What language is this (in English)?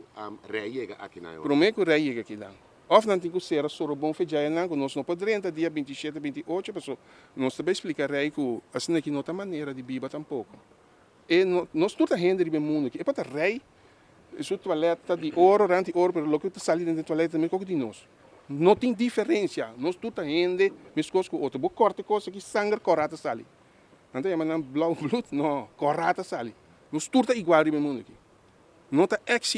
Papiamento